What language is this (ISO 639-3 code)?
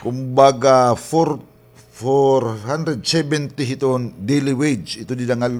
war